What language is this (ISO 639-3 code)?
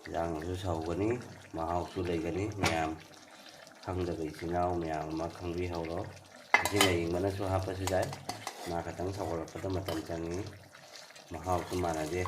mni